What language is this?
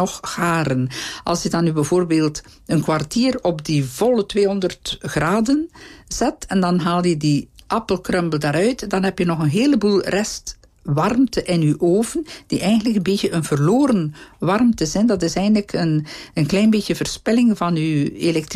Dutch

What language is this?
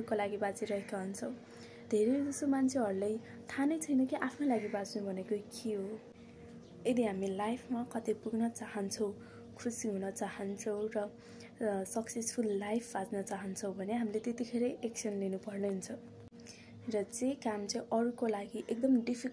Nepali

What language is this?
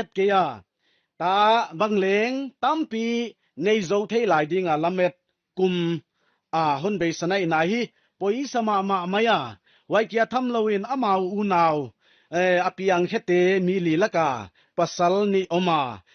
Paite Chin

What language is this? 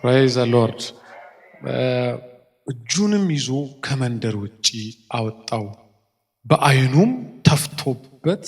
Amharic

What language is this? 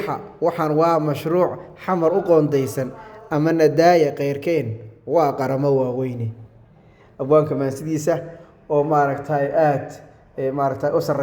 Somali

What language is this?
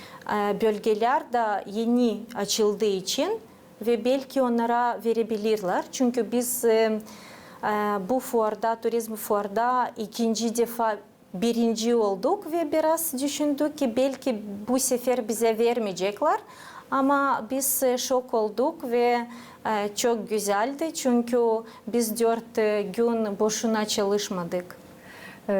Gagauz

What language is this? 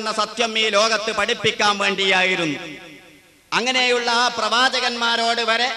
Malayalam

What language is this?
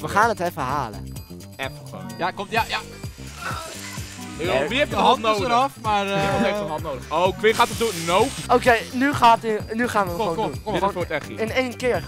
Dutch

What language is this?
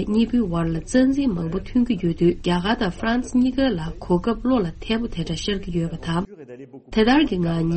Tibetan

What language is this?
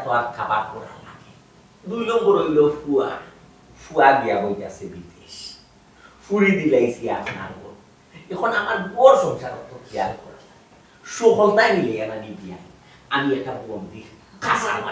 Sylheti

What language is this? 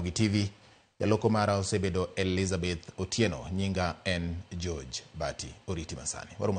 Luo (Kenya and Tanzania)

